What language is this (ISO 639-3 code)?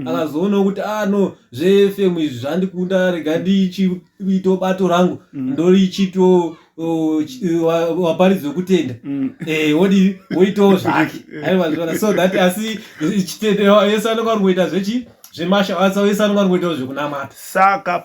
sna